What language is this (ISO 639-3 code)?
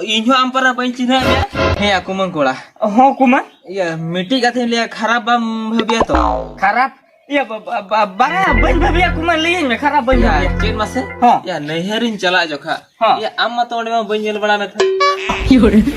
sat